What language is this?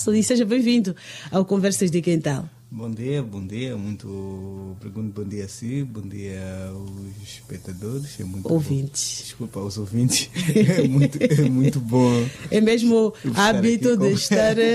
Portuguese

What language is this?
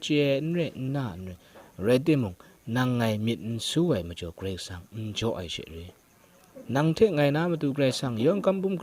Kachin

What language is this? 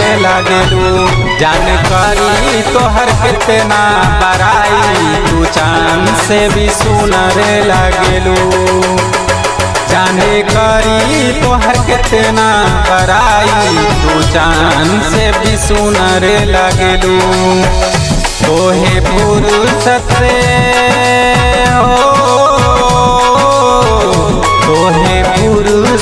Bhojpuri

